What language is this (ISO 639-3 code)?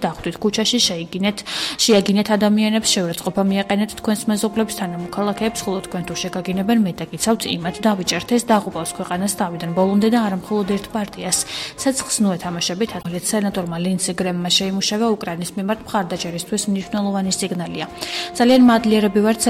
kat